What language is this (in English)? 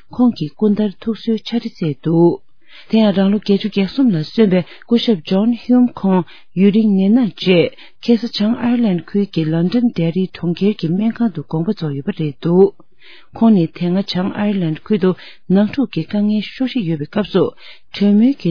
Tibetan